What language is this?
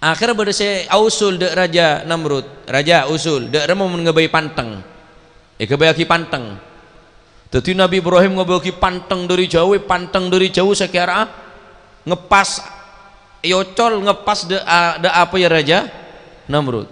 Madurese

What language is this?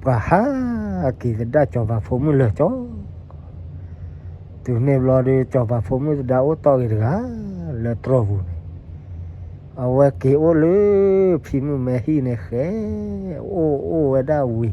S'gaw Karen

